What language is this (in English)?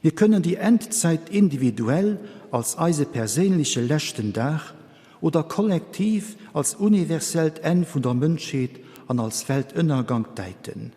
Luxembourgish